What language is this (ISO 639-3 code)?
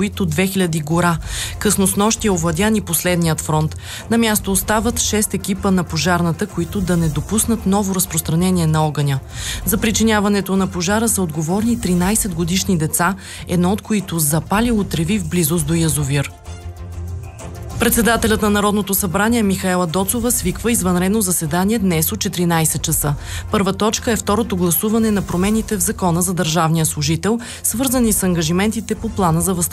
bul